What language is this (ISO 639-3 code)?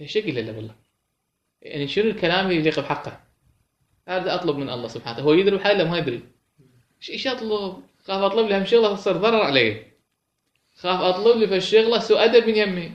acm